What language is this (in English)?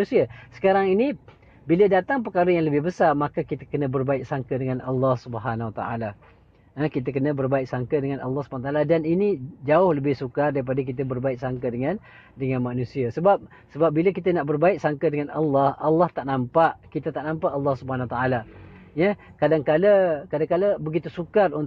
Malay